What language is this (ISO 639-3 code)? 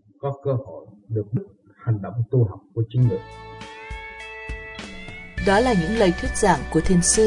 vie